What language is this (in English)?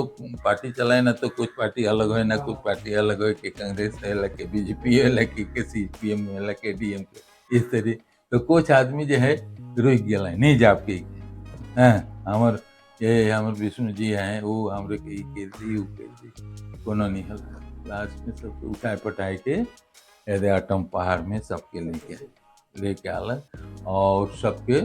Sadri